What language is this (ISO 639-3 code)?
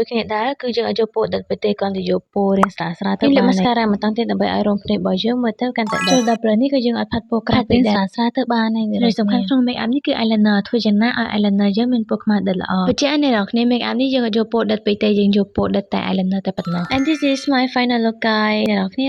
khm